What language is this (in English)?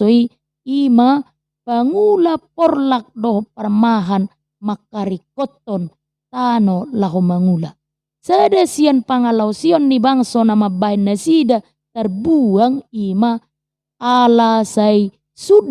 Batak Toba